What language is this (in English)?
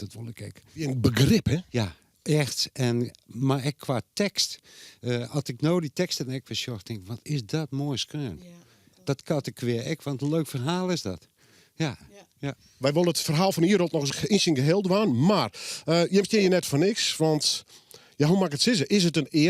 Western Frisian